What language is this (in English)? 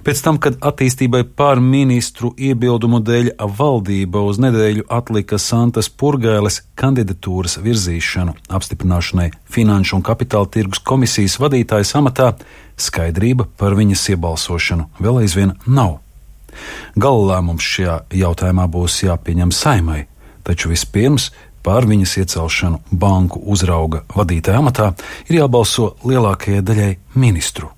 Latvian